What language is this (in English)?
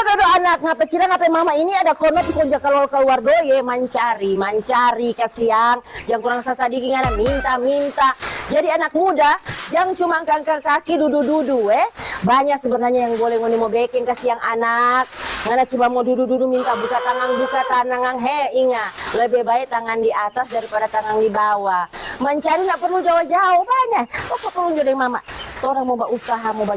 Manado Malay